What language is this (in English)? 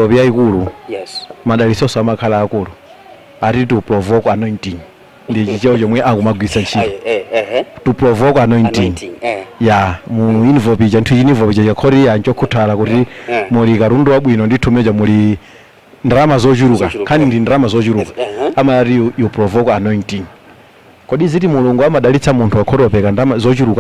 Nyanja